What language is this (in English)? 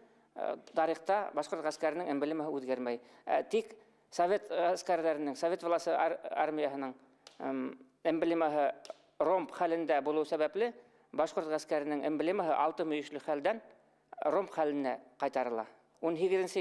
Bashkir